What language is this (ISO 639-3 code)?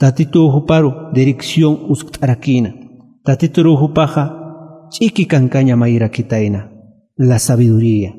aym